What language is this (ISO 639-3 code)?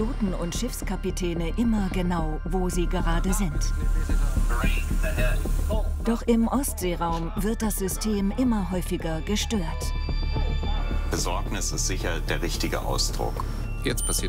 deu